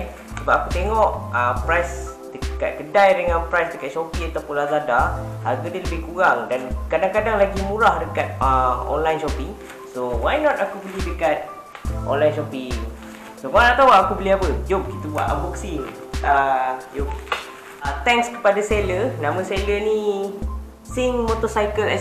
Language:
Malay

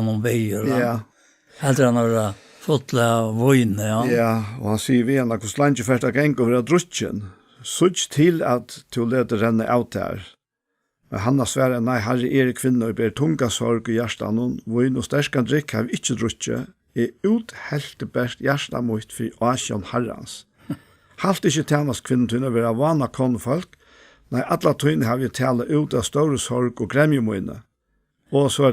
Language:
Faroese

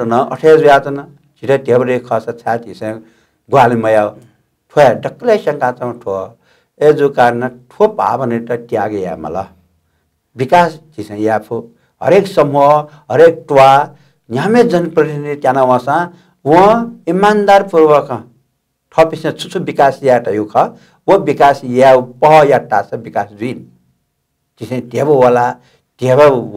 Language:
Newari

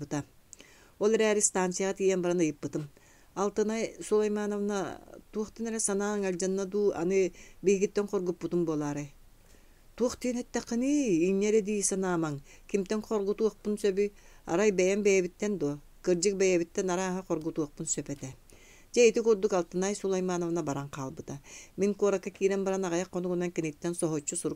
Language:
Yakut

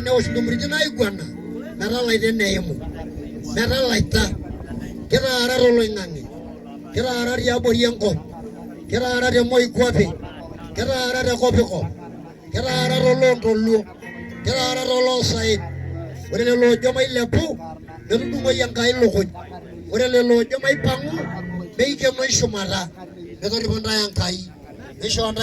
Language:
Masai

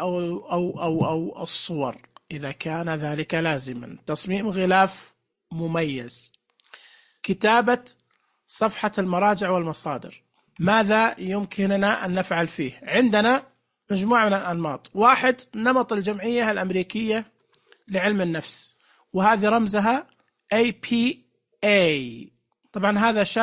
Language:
Najdi Arabic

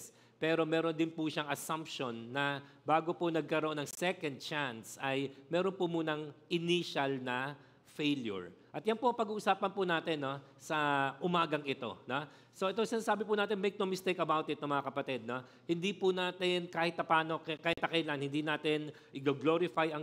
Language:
Filipino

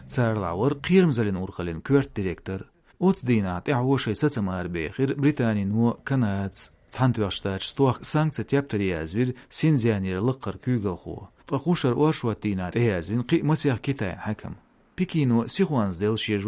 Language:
Chechen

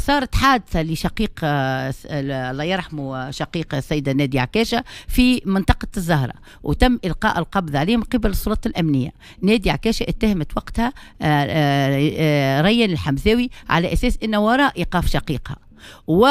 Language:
Tunisian Arabic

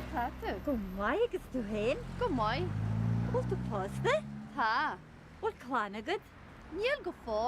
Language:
Irish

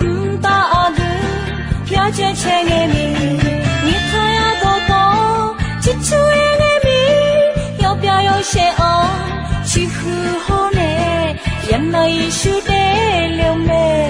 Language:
Akha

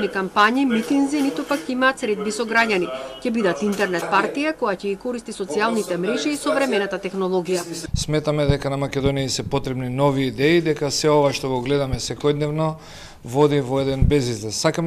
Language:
Macedonian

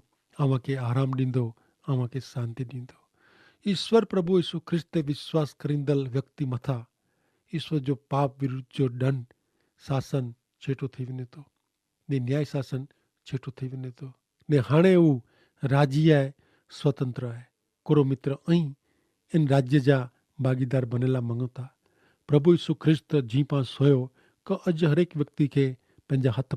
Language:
Kachhi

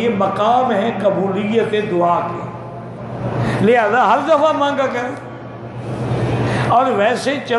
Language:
Urdu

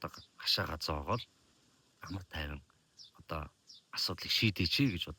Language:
Mongolian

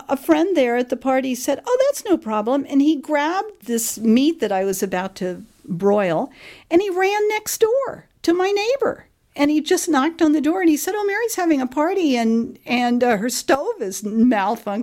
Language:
English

